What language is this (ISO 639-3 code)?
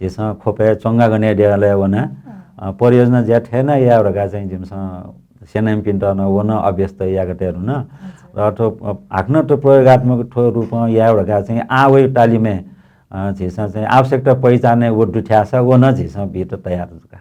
new